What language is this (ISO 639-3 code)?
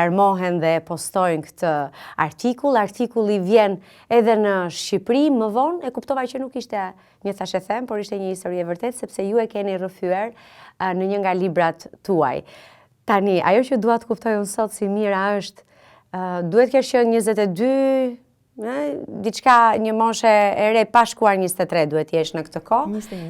sqi